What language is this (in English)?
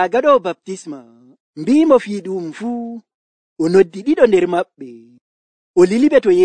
Nigerian Fulfulde